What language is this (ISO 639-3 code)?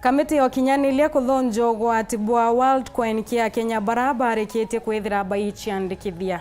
mer